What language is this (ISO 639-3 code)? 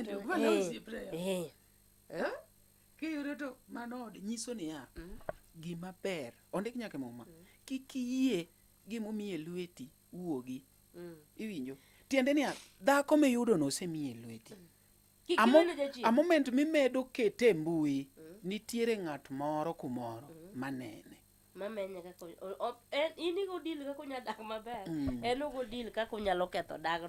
luo